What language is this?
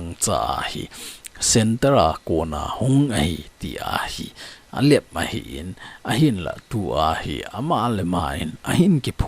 Thado Chin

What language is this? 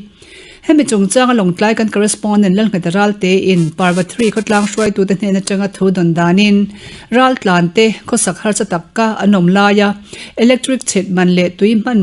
Mizo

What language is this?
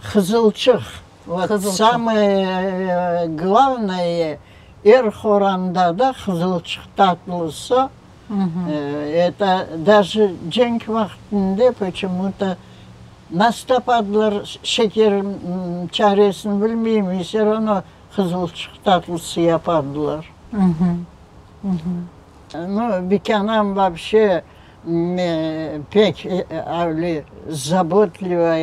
Crimean Tatar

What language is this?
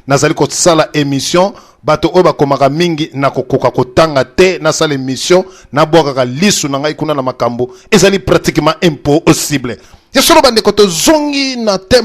Lingala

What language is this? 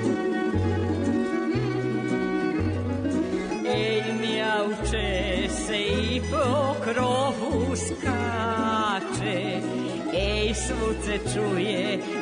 Serbian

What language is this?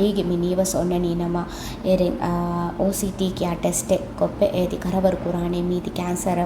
Divehi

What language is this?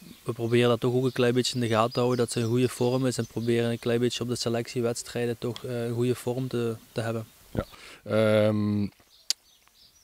Dutch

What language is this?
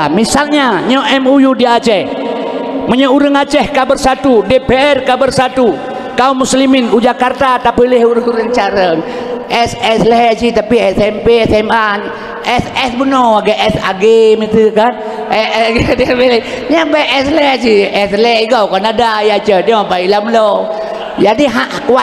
Achinese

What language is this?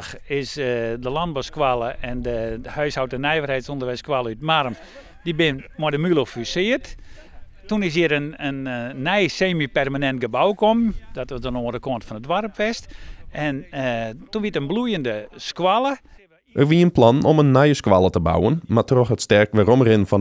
Western Frisian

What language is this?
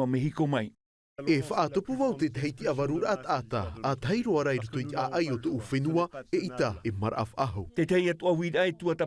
Tahitian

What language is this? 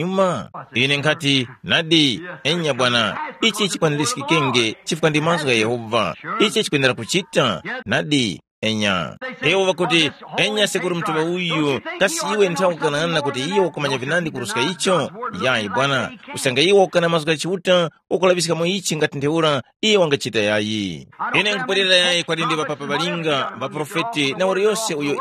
Tumbuka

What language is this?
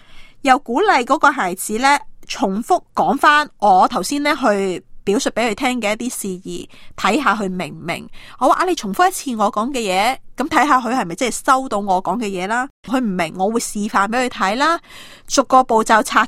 Cantonese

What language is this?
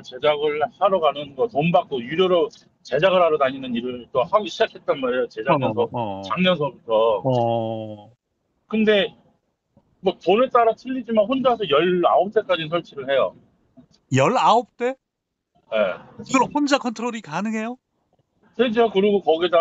Korean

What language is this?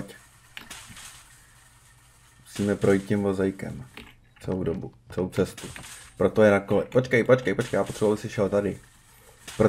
Czech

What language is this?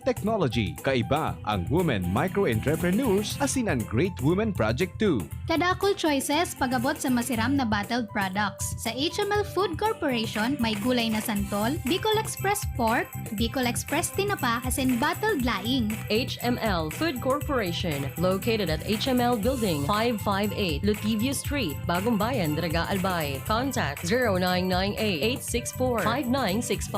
Bikol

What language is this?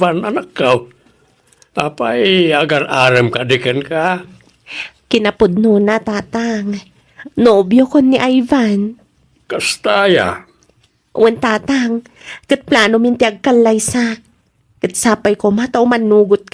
Iloko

